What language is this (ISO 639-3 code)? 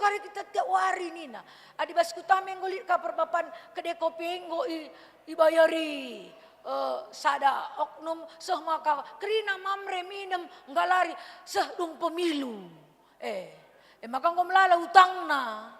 btx